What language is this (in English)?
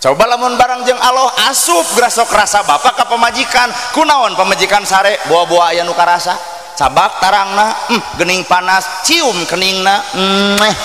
Sundanese